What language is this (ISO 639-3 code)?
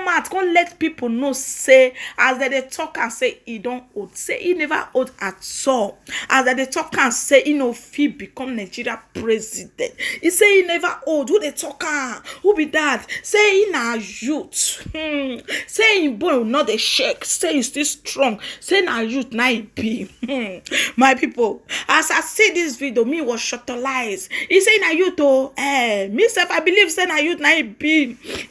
pcm